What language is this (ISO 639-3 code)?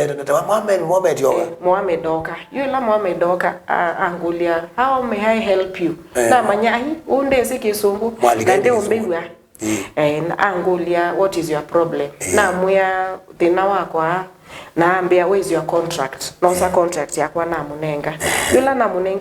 kam